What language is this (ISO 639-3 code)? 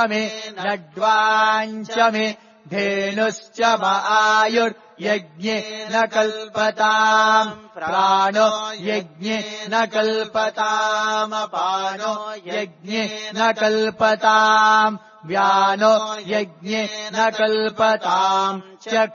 san